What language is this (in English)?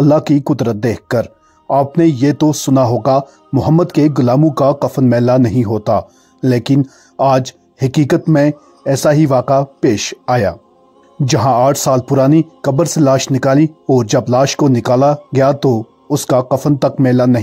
Hindi